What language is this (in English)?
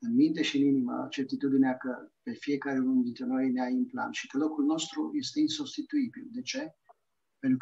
Romanian